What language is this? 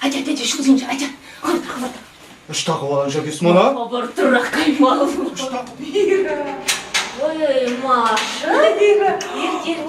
Chuvash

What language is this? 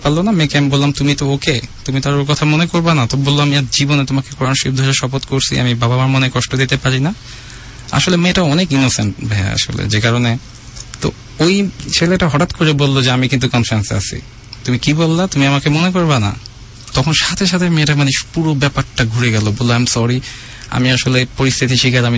Bangla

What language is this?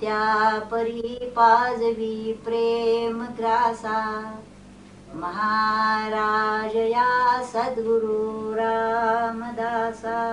Marathi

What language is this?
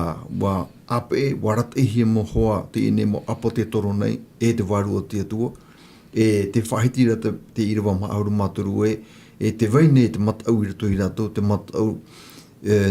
Tahitian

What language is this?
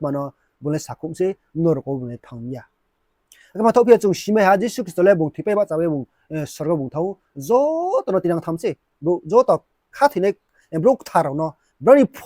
Riang (India)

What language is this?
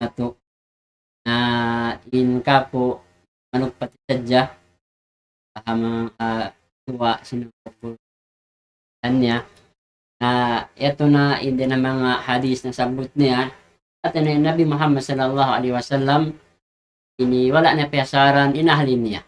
Tausug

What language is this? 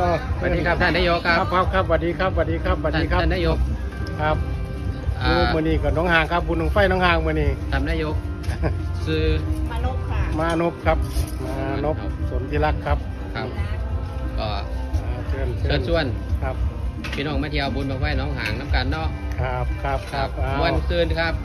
Northeastern Thai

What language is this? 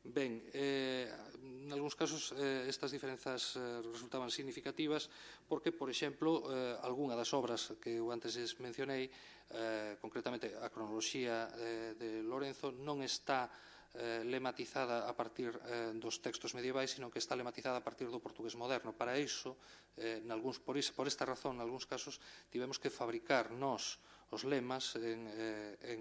Galician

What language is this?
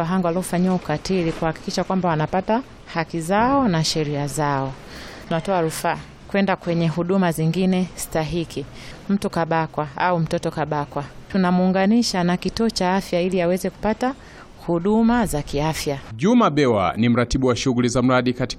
Swahili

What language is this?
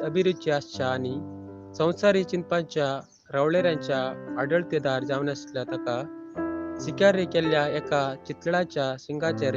Konkani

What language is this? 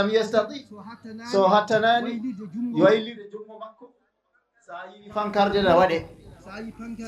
Fula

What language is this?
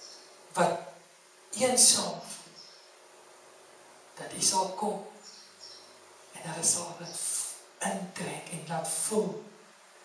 Afrikaans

